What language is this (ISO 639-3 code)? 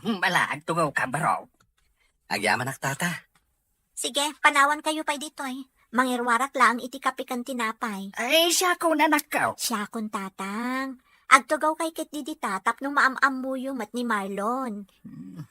ilo